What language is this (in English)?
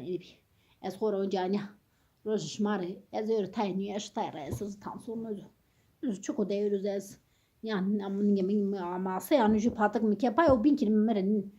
Zaza